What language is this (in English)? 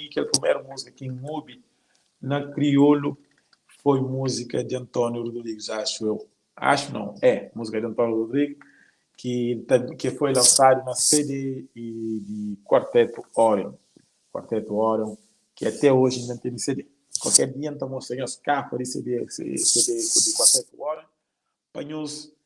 Kabuverdianu